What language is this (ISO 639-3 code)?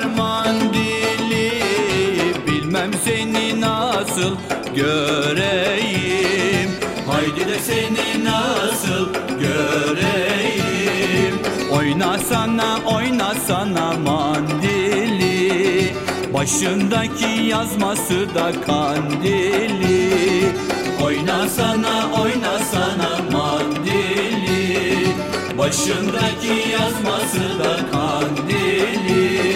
tur